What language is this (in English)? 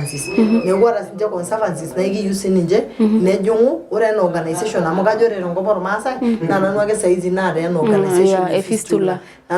Masai